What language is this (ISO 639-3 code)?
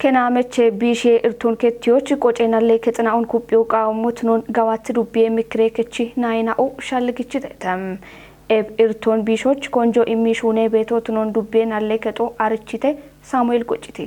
kbr